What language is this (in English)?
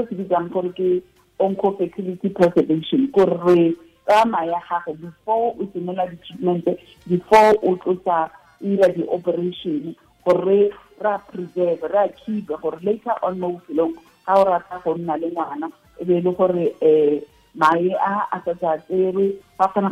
Tswana